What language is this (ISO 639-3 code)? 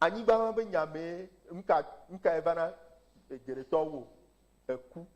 ewe